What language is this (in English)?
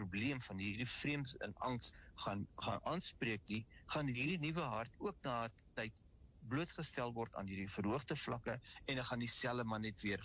Afrikaans